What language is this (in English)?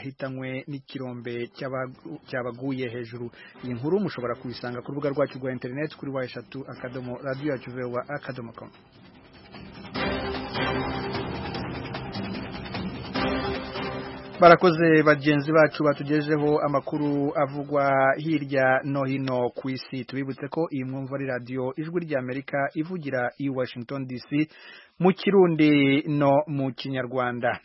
Kinyarwanda